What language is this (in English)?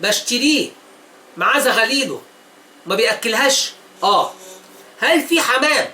Egyptian Arabic